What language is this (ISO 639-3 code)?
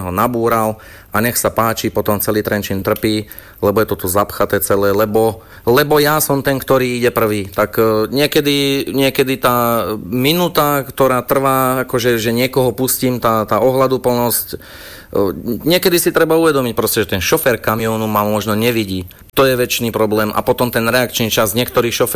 slk